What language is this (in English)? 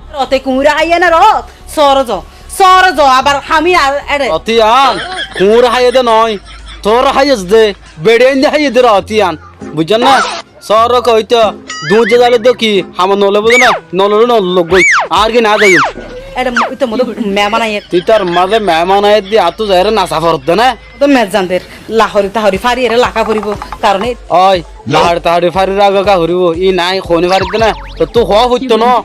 Rohingya